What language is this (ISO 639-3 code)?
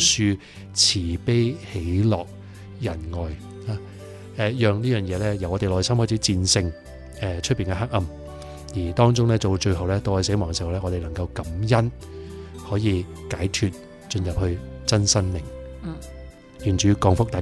yue